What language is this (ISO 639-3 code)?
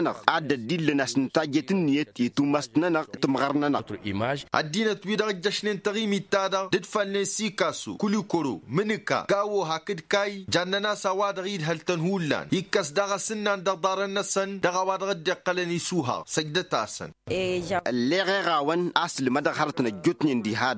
taq